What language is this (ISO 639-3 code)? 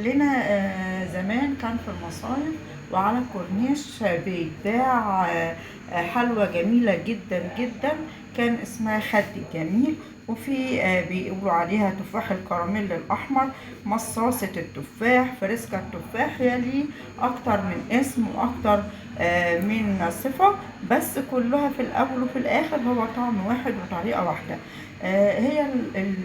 arz